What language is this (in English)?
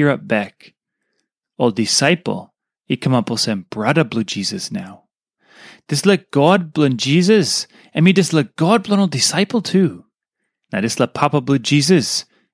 Tok Pisin